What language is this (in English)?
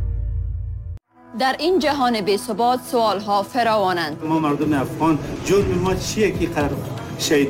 Persian